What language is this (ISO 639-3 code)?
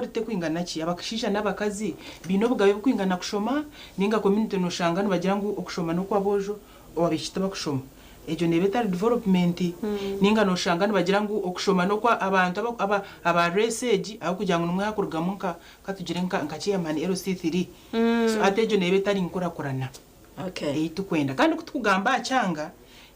nyn